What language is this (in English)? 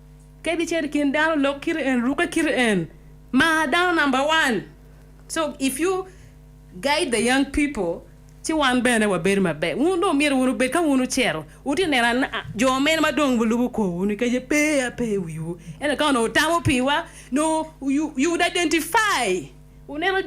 Acoli